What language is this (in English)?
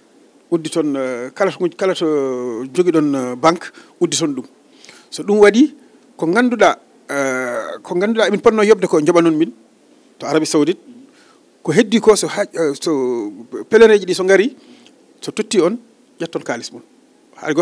Fula